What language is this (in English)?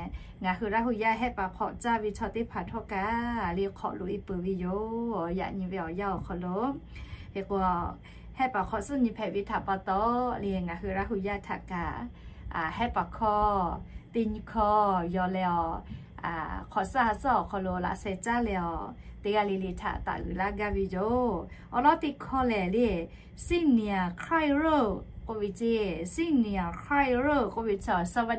Lahu